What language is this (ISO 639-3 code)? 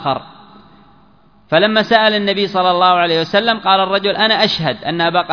ara